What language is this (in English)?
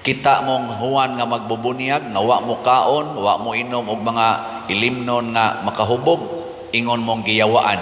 Cebuano